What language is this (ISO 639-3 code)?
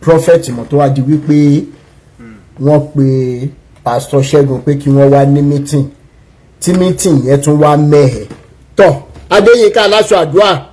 yor